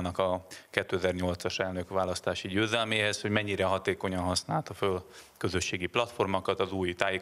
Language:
Hungarian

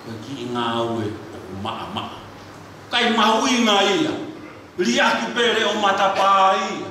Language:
Tongan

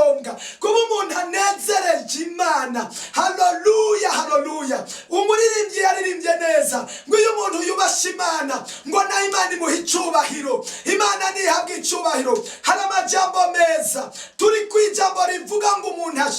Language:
Rundi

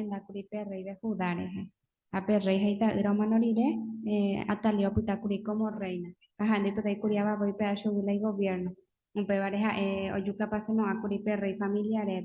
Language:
Guarani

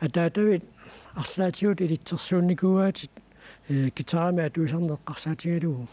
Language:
Kalaallisut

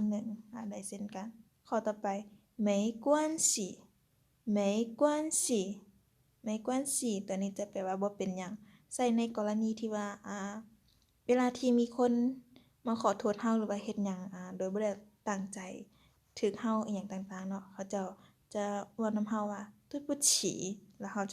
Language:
Lao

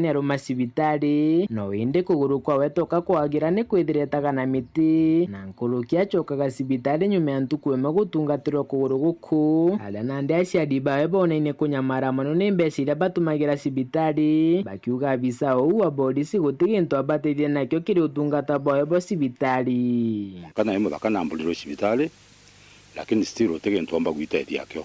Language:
Meru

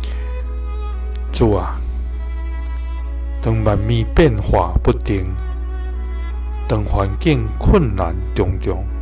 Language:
Min Nan Chinese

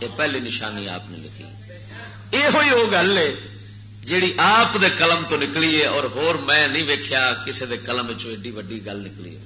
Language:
Western Panjabi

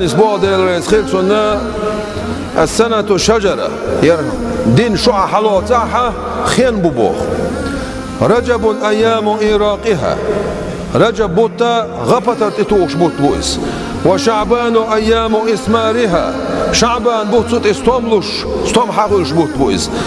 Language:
Chechen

